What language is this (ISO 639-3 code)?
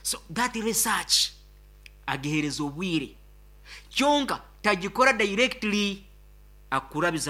nyn